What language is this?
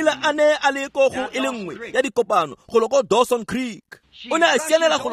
Tswana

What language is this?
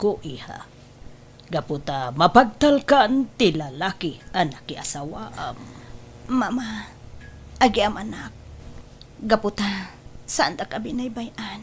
Iloko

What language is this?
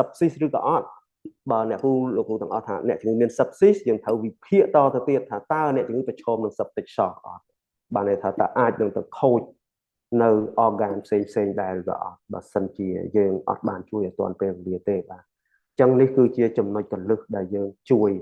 Khmer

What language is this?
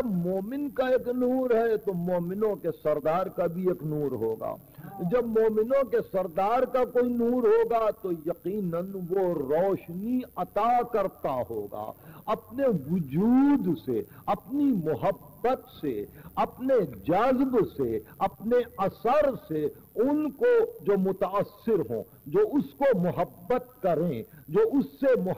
Urdu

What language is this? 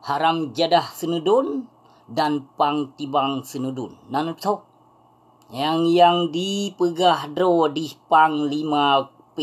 Achinese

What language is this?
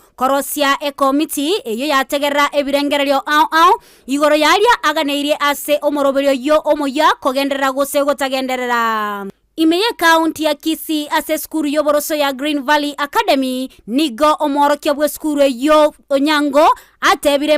Gusii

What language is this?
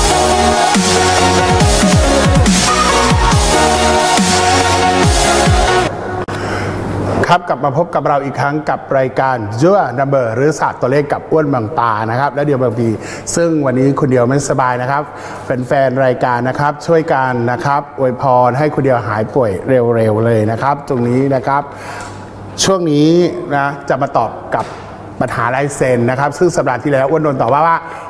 Thai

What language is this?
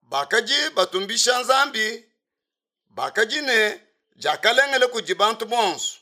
Luba-Lulua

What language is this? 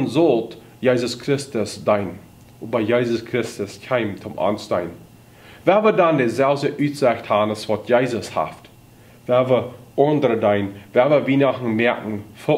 Plautdietsch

